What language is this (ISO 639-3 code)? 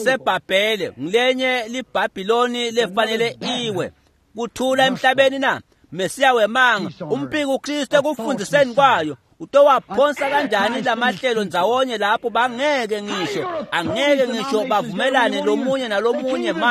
ssw